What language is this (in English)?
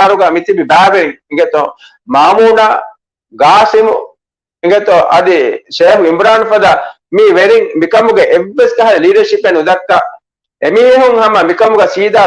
Divehi